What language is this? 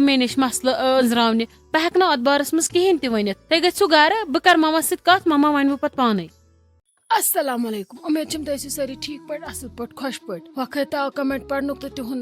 Kashmiri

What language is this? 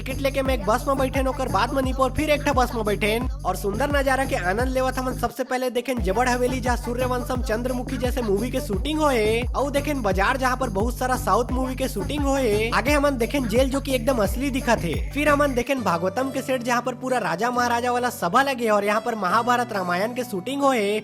Chhattisgarhi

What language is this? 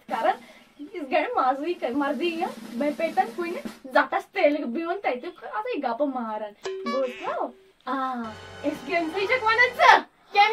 Kashmiri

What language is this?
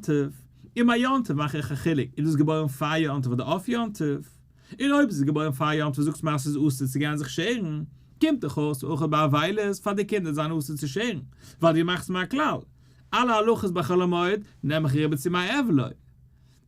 Yiddish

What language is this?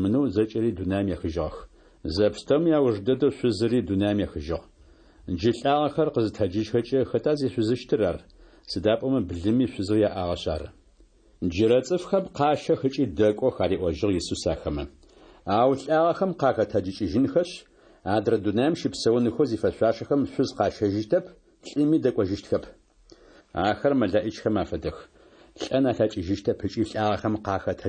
Adyghe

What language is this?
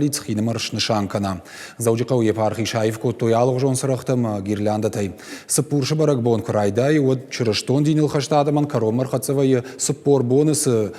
Ossetic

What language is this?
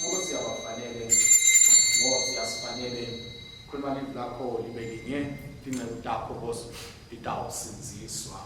Swati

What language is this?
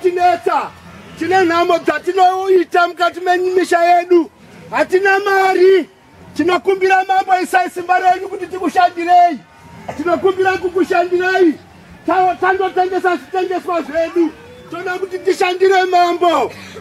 Shona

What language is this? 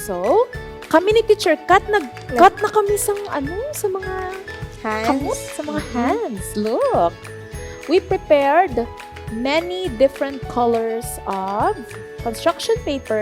Hiligaynon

